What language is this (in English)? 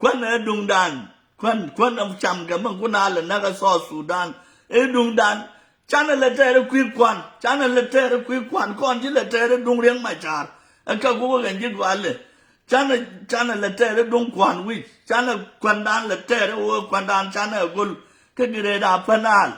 Nuer